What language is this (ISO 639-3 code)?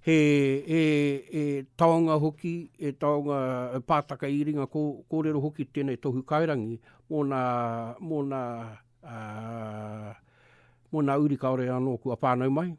mri